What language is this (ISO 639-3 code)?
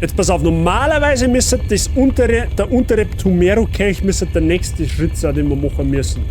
bar